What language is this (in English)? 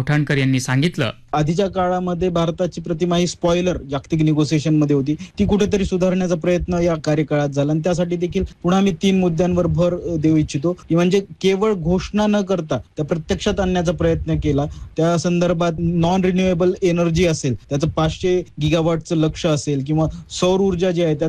Marathi